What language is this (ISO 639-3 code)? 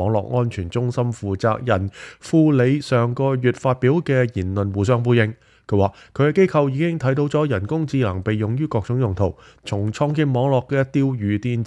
yue